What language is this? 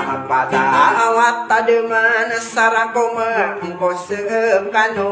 Maranao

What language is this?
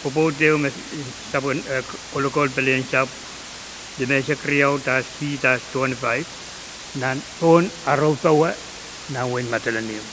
Pohnpeian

